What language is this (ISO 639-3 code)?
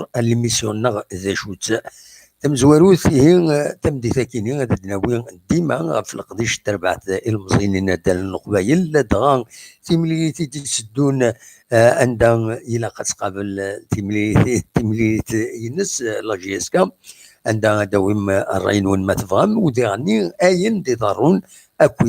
kab